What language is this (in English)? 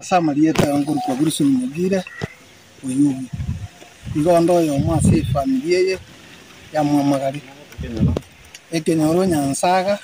Gusii